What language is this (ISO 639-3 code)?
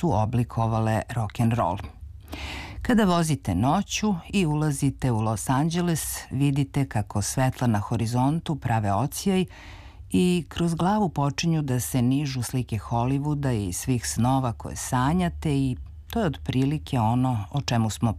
srp